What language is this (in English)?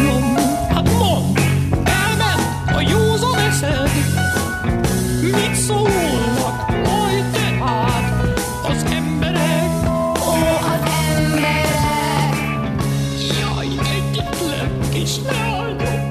Hungarian